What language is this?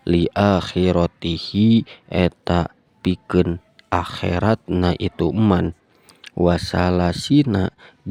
Sundanese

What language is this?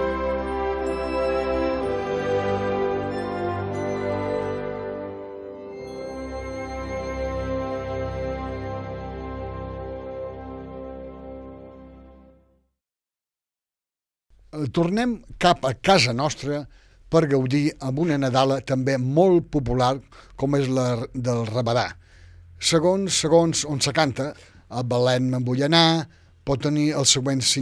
Catalan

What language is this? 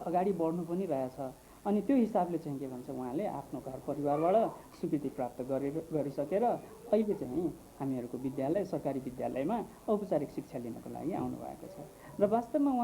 Nepali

